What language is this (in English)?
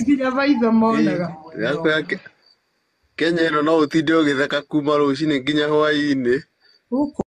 Kikuyu